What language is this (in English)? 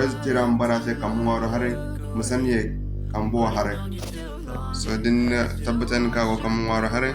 Zarma